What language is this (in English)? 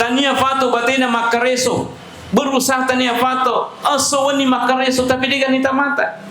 Buginese